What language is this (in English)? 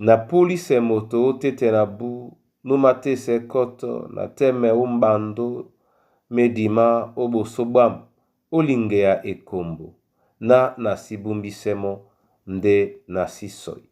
Duala